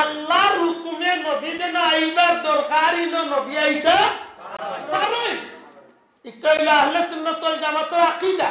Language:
Sylheti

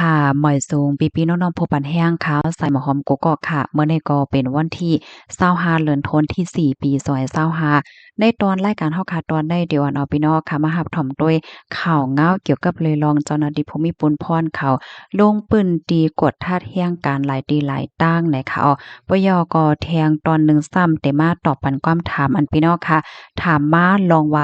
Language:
Shan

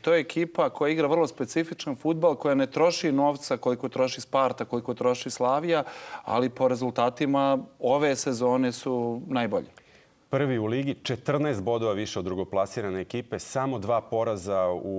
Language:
Serbian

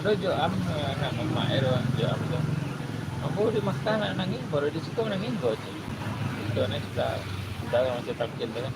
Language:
Minangkabau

